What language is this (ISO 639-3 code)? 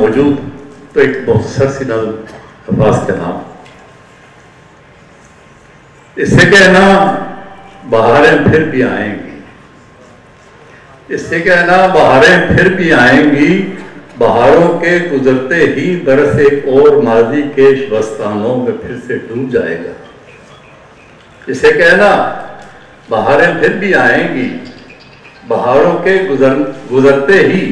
urd